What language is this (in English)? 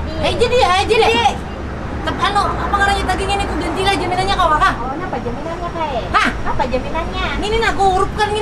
Banjar